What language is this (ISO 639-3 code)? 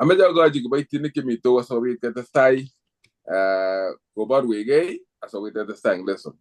kln